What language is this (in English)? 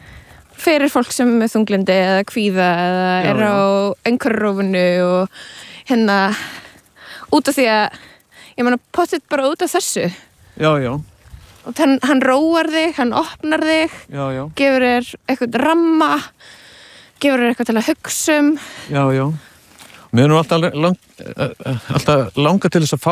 Icelandic